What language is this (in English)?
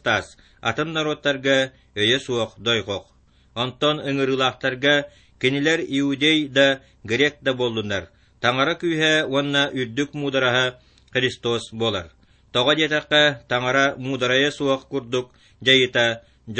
Yakut